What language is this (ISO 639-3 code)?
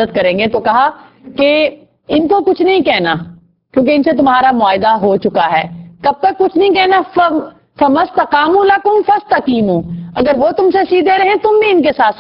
urd